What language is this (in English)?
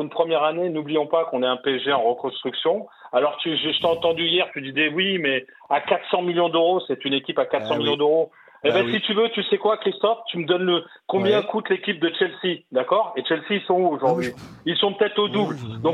French